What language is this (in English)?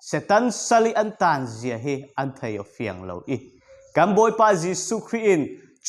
Falam Chin